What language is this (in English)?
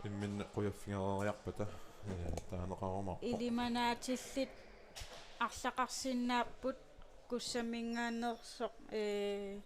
Kalaallisut